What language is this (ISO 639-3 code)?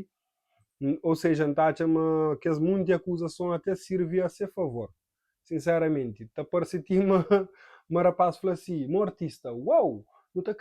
kea